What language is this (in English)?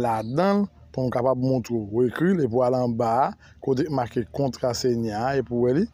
Haitian Creole